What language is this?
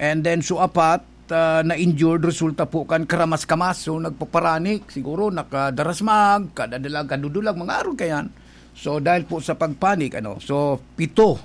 Bikol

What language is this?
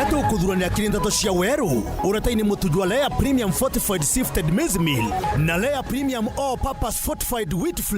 Meru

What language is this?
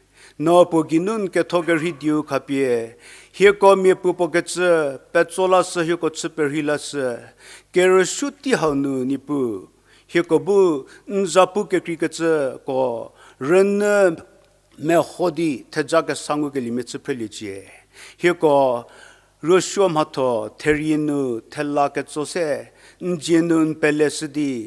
Angami Naga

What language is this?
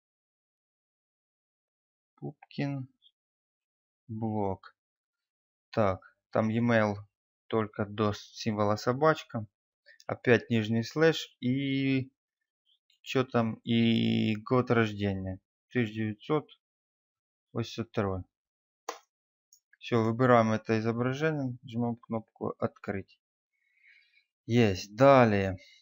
Russian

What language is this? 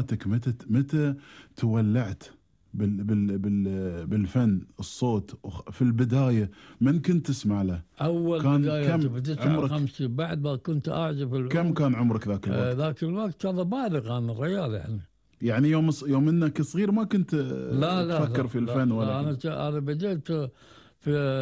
Gulf Arabic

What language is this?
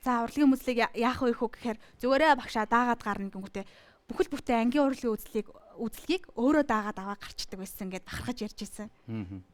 Mongolian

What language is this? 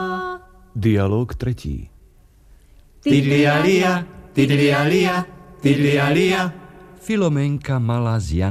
Slovak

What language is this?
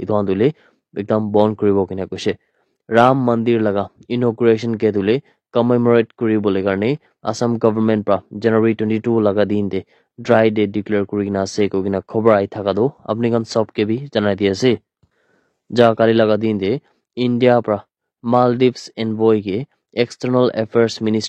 Naga Pidgin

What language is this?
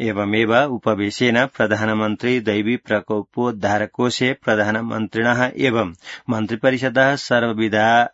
Sanskrit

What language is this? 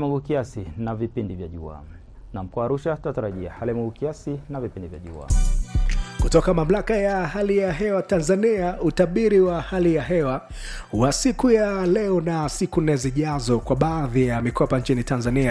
Swahili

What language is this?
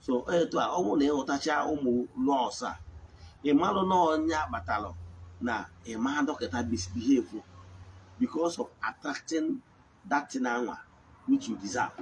Igbo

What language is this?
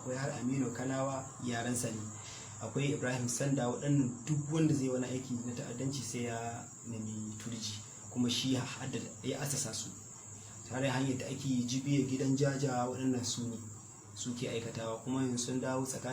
Hausa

